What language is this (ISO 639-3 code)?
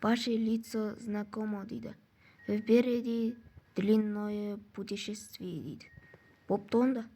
kaz